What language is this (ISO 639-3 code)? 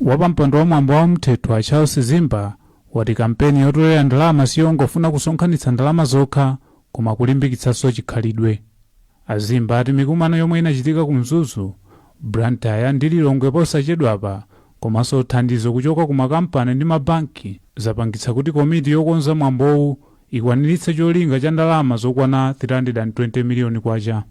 nya